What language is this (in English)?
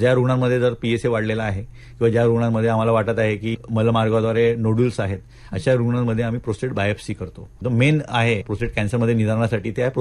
Marathi